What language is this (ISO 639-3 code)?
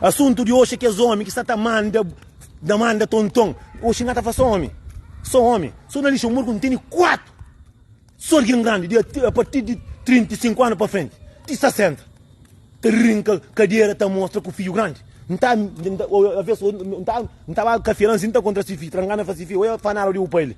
kea